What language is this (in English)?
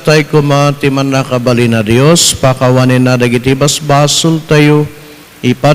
Iloko